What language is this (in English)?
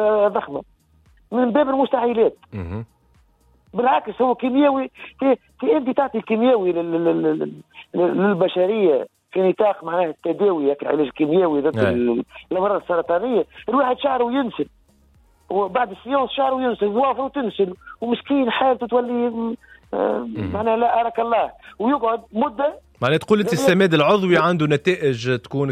Tunisian Arabic